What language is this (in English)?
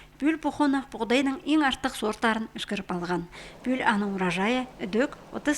Khakas